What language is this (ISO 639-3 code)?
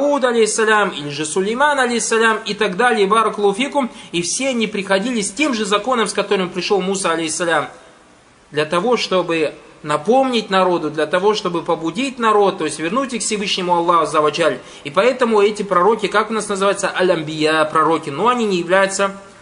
rus